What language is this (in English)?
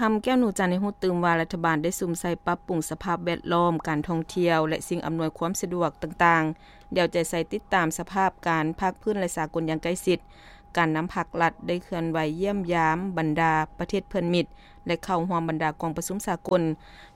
Lao